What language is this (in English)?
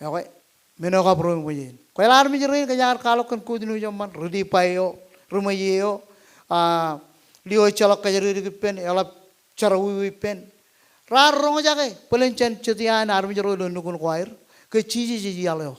Marshallese